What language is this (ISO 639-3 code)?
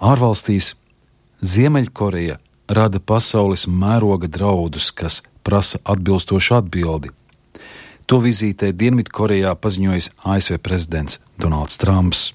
lav